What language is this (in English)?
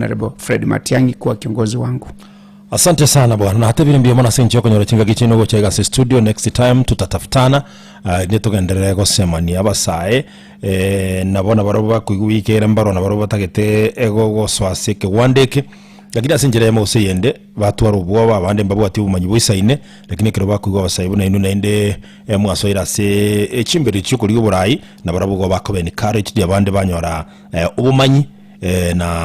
Gusii